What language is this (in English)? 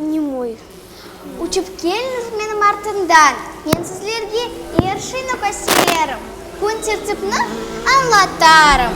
Crimean Tatar